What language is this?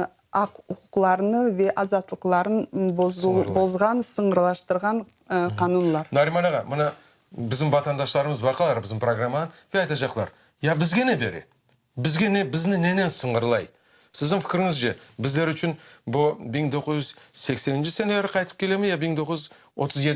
Crimean Tatar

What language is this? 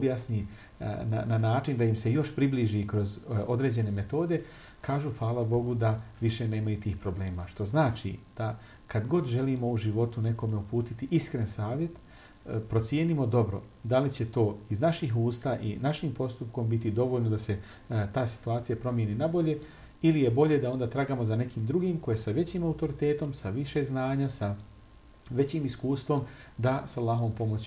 Bosnian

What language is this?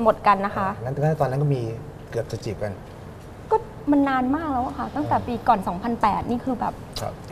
Thai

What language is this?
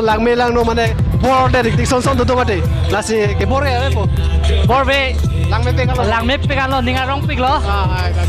Karbi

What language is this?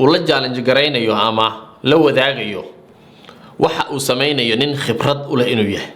Somali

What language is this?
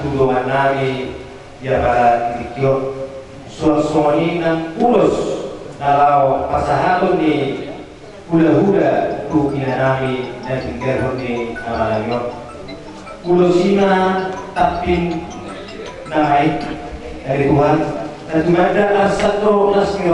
Batak Toba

